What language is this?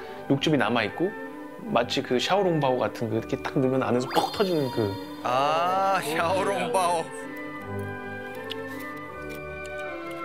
Korean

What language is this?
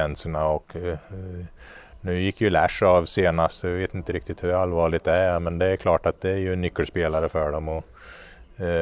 Swedish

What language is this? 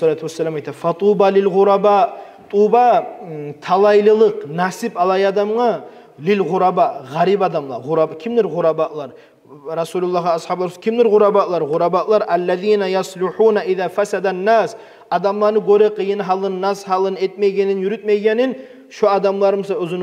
Kumyk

